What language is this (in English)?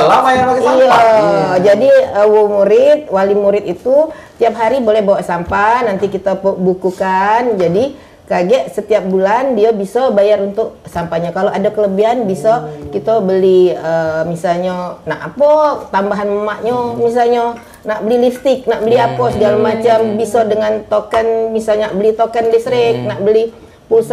Musi